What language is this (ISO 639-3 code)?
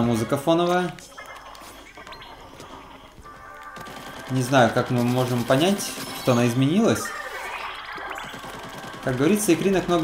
rus